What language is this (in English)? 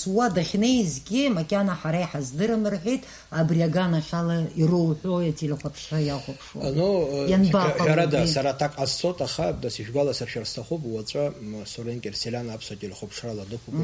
Abkhazian